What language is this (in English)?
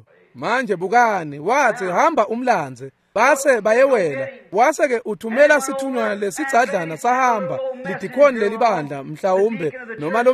Swati